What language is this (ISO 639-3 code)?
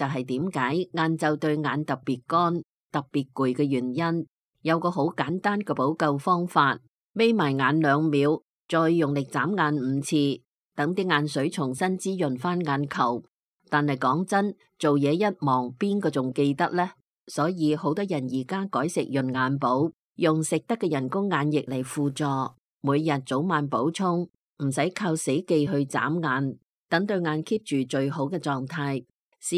yue